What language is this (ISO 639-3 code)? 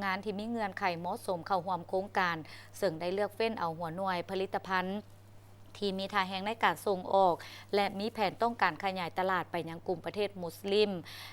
lao